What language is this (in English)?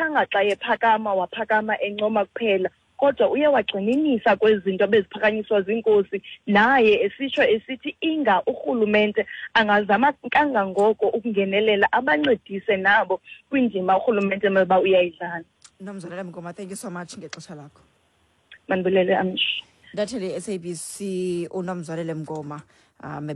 Xhosa